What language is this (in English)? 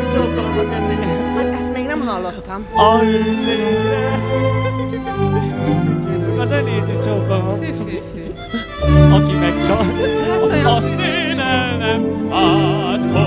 Hungarian